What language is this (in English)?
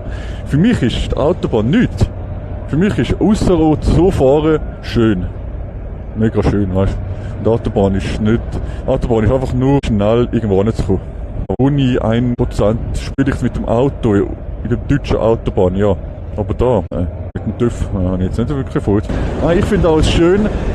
Swiss German